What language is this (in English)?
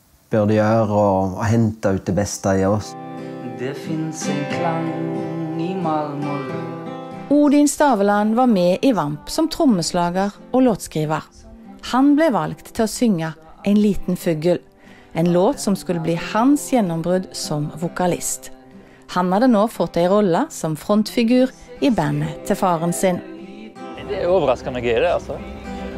Norwegian